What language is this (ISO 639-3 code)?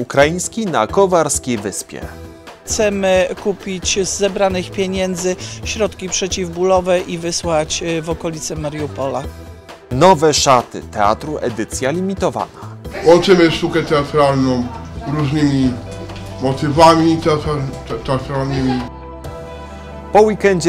pol